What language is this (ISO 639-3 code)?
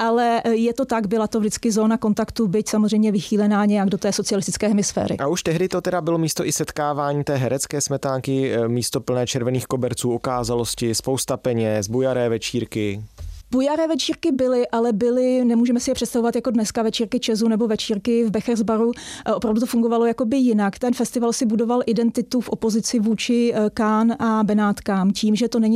ces